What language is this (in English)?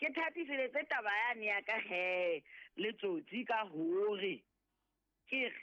Southern Sotho